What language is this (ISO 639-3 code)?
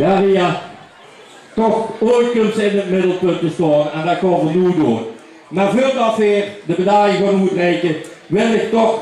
lim